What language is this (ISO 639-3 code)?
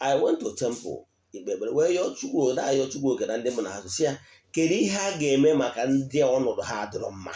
ibo